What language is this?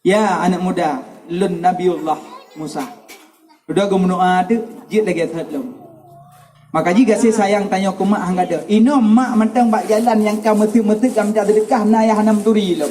Achinese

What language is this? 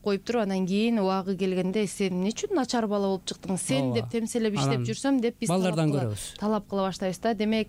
Kyrgyz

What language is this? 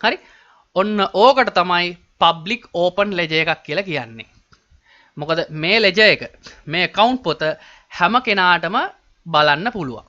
Sinhala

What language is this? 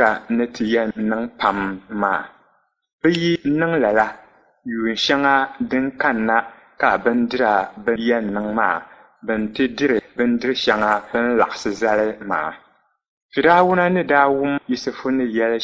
Dagbani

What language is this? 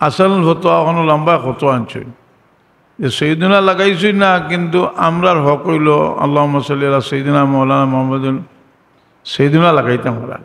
Sylheti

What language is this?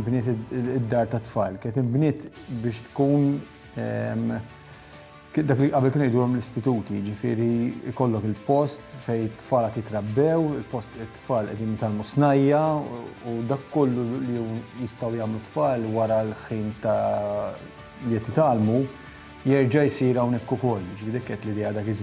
Maltese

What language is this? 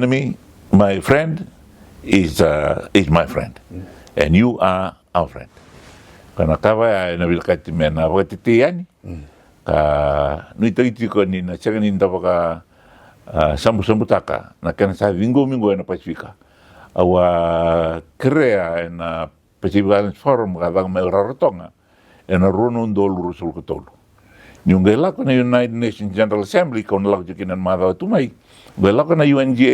Fijian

